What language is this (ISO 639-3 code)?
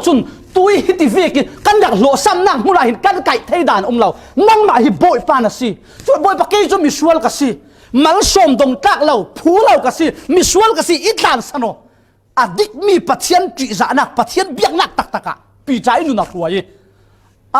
cfm